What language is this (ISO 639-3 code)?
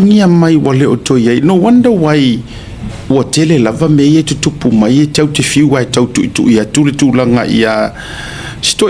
smo